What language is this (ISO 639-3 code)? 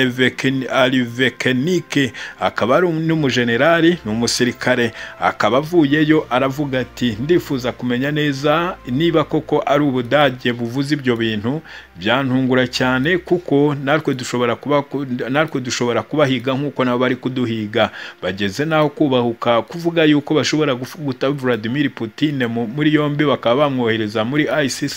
kin